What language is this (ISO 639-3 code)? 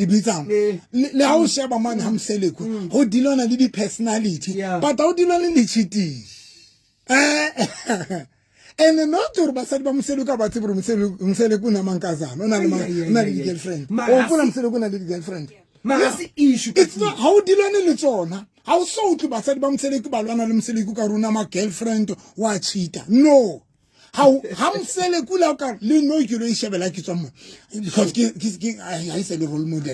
sot